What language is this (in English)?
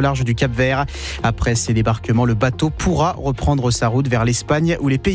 French